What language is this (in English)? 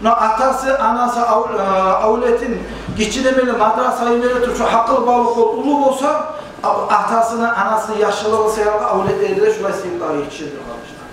Kumyk